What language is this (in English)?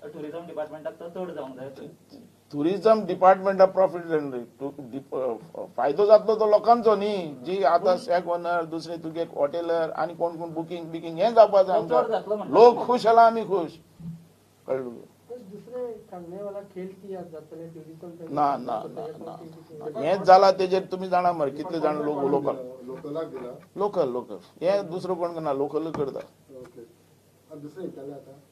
Konkani